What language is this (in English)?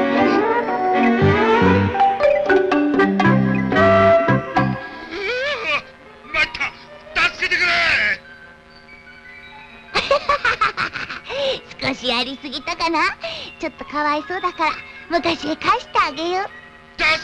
Japanese